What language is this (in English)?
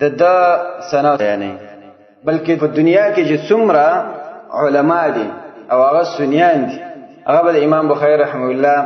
Pashto